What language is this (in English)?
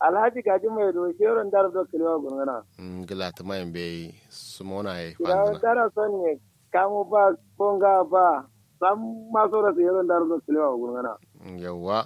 Kanuri